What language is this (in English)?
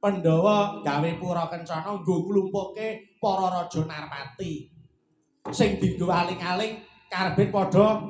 Javanese